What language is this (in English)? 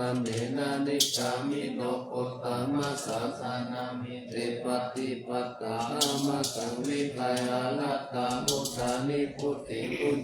Pali